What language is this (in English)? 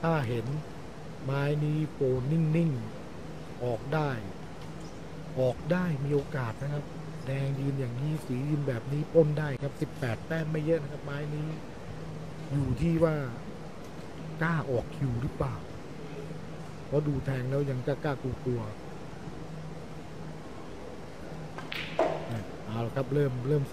Thai